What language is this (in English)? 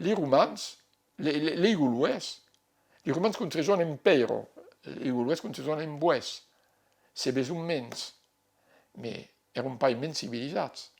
Occitan